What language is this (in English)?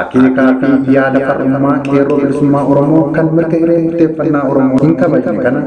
Oromo